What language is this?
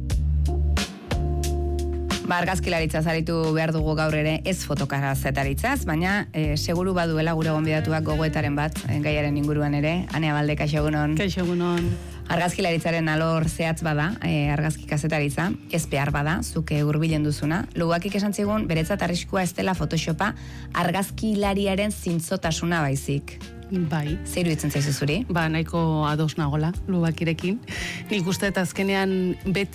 Basque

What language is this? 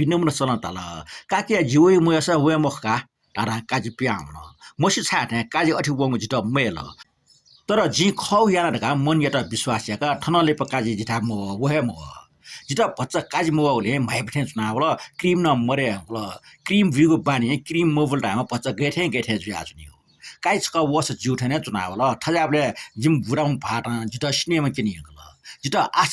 Newari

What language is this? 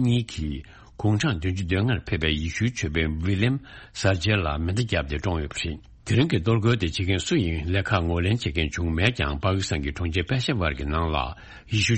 Tibetan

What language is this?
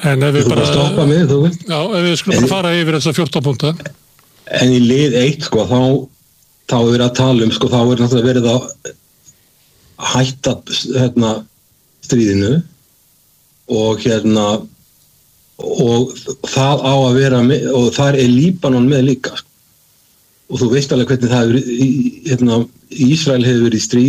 Icelandic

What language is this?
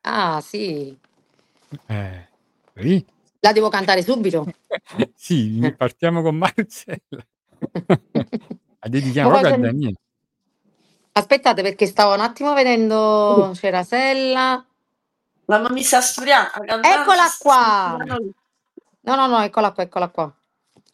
Italian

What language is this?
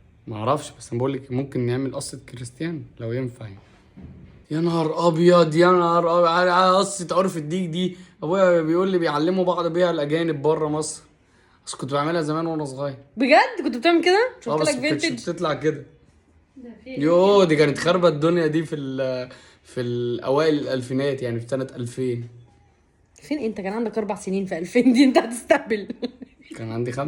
Egyptian Arabic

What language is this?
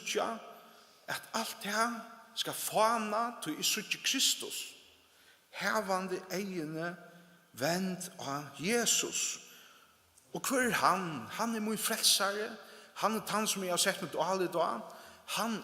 Faroese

